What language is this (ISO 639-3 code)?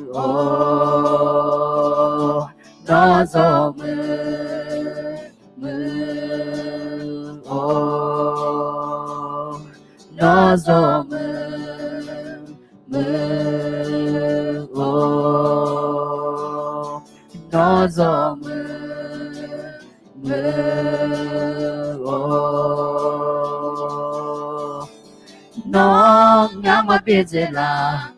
ahk